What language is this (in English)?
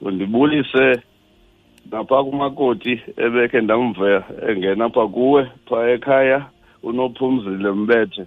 Xhosa